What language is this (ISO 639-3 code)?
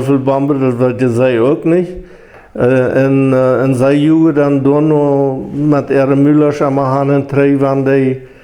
pdt